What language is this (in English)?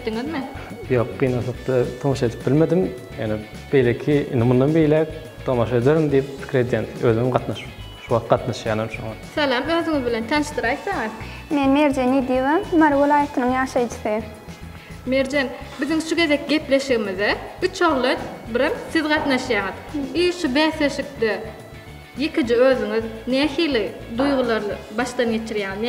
Turkmen